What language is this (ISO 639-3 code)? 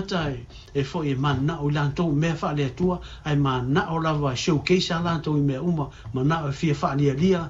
smo